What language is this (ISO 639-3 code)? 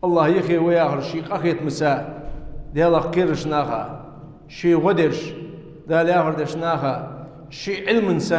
inh